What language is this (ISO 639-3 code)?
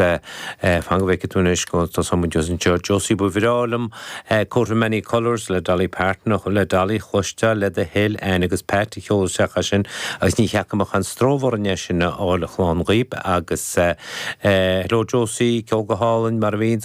gle